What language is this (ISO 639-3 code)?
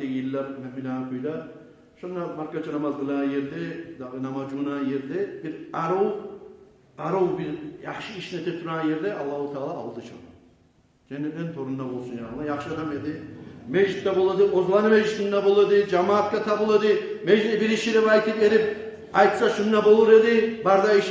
kum